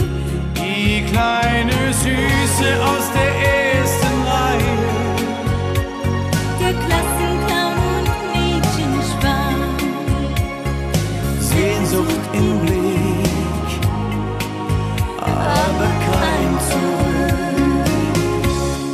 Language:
German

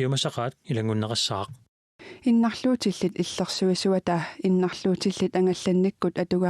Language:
Kalaallisut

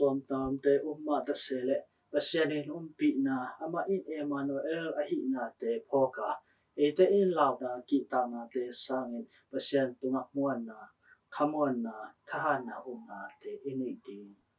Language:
Tedim Chin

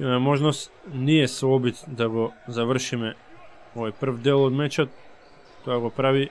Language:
Macedonian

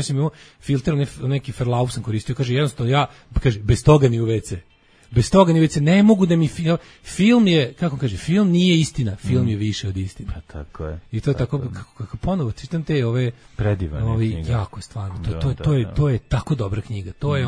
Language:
Serbian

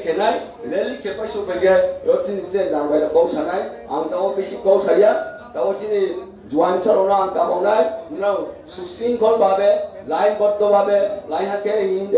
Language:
Riang (India)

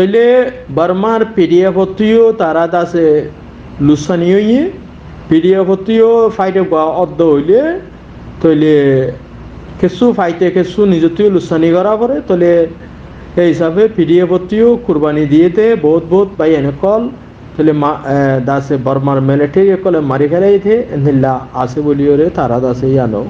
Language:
Rohingya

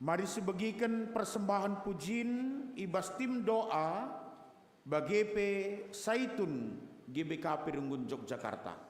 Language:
Batak Karo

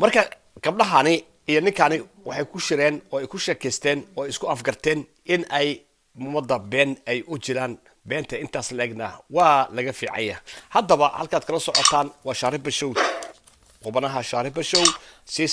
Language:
Somali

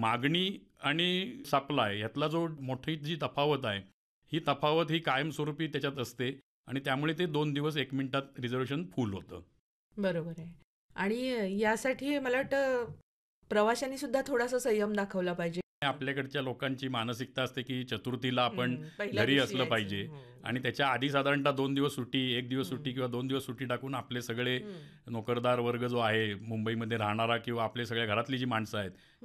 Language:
Marathi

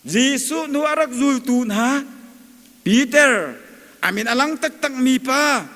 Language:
Hakha Chin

